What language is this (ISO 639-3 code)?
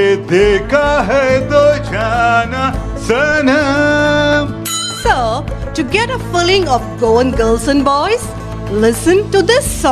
kok